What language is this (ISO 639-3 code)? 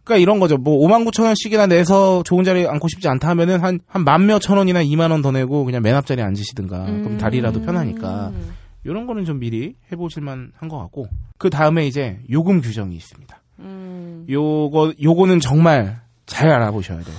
kor